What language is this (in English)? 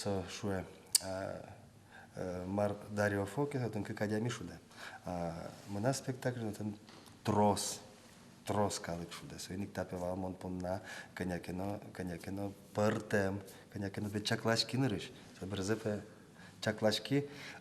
Udmurt